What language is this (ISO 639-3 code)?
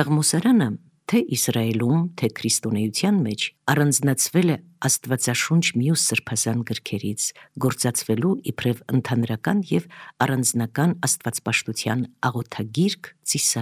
hye